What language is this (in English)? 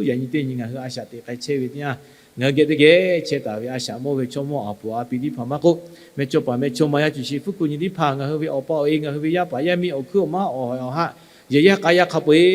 Lahu